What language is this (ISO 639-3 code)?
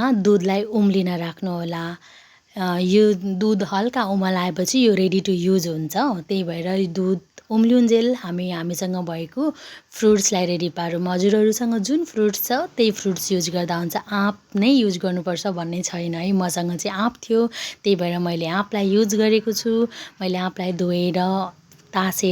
nep